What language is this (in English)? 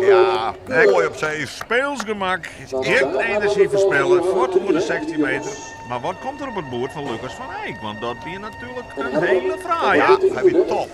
Western Frisian